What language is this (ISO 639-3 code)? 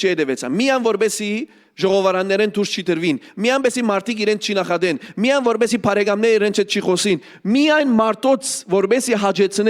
hyw